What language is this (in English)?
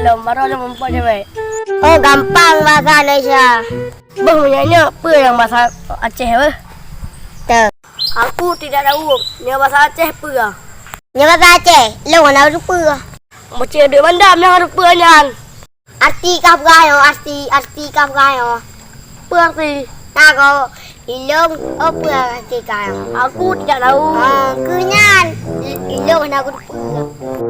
Achinese